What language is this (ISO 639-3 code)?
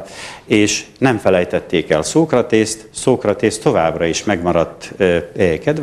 hun